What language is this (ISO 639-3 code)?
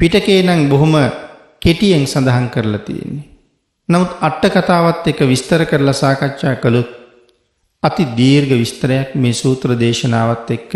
sin